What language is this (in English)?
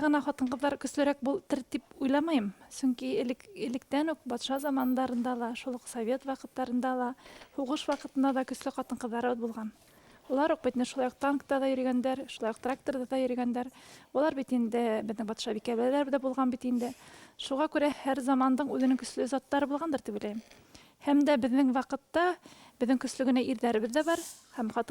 Bashkir